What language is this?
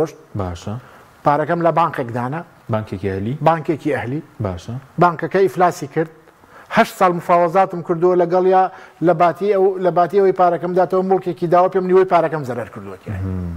Central Kurdish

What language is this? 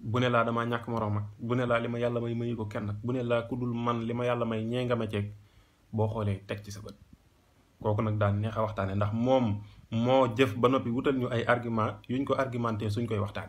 Wolof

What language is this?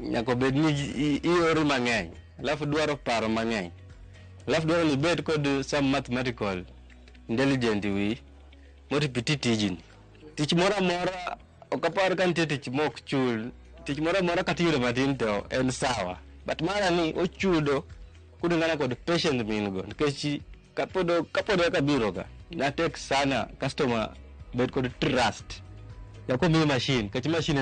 Luo (Kenya and Tanzania)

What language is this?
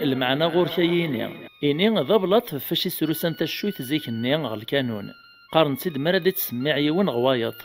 Kabyle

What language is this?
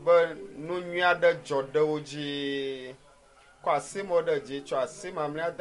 Ewe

